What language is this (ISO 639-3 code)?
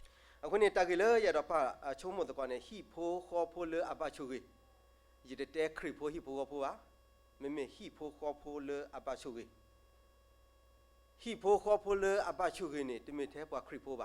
ksw